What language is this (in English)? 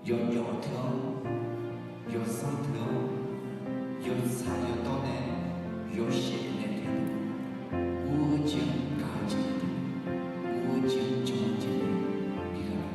Akha